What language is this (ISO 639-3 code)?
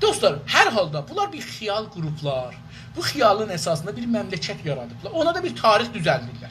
azb